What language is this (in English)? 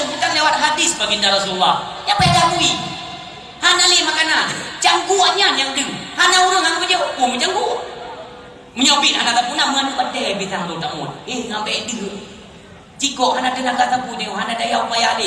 Achinese